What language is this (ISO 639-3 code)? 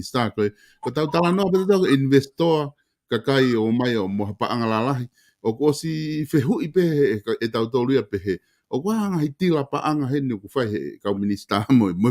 ton